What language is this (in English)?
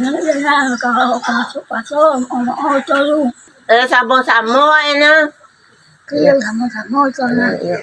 Minangkabau